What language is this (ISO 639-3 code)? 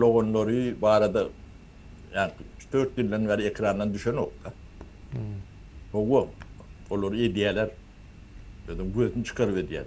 tuk